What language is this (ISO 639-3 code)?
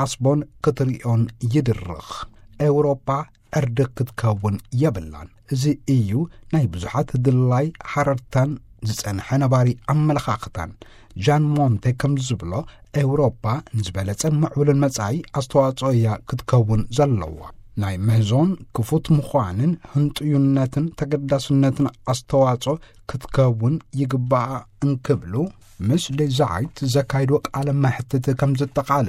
tir